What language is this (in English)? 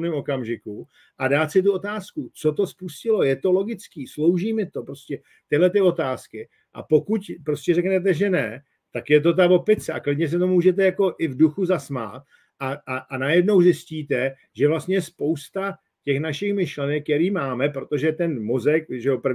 Czech